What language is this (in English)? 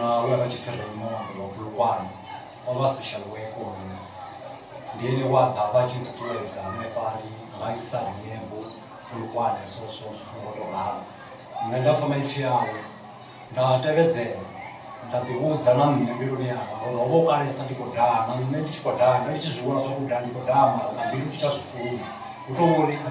Venda